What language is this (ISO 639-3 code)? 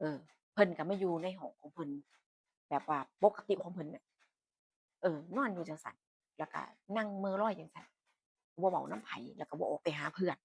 tts